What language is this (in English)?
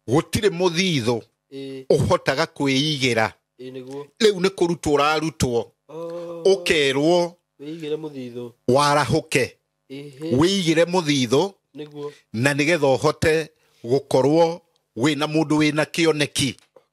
Kikuyu